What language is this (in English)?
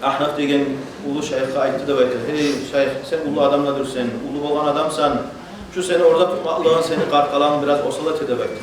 Kumyk